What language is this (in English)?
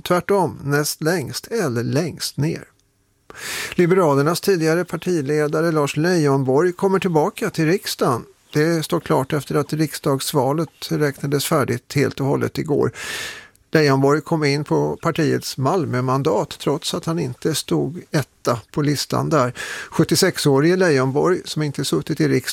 Swedish